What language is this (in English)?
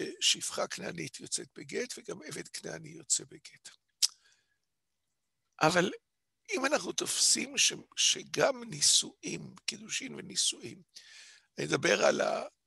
Hebrew